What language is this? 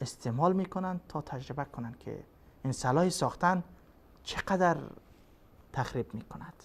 Persian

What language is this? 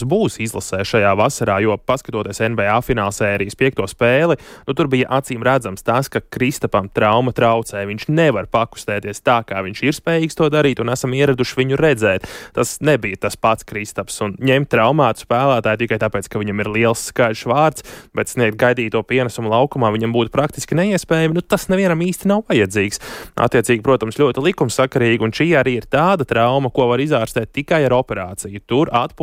Latvian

